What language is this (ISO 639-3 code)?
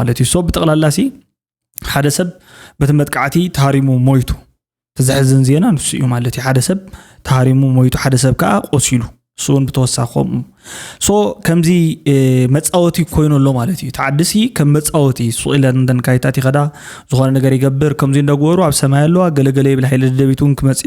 tir